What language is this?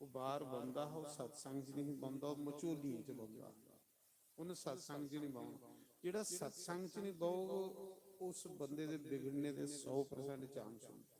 Dogri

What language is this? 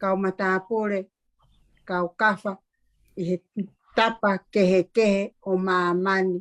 Tongan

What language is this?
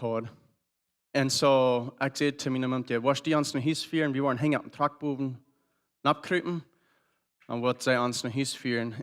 Plautdietsch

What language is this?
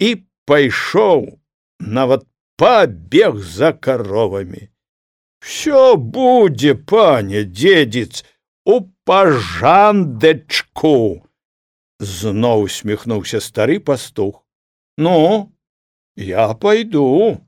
Belarusian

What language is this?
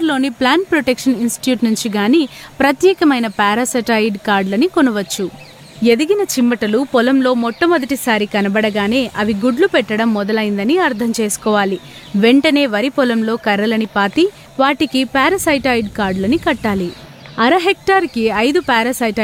Telugu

